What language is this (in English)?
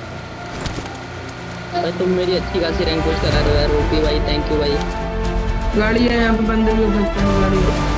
Hindi